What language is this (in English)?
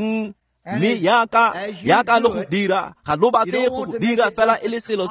Tswana